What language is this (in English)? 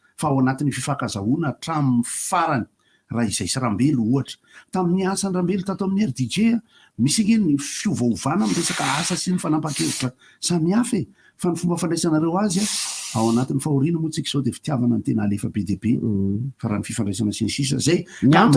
Malagasy